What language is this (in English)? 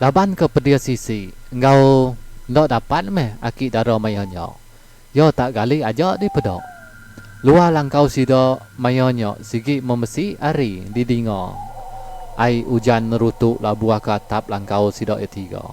Iban